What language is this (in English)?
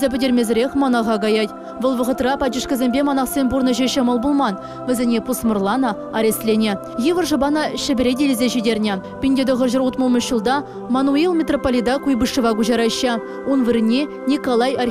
Chuvash